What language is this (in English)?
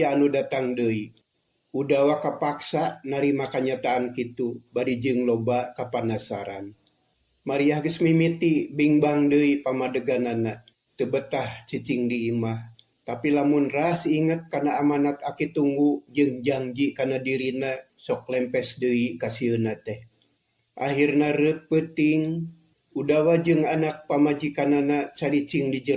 Sundanese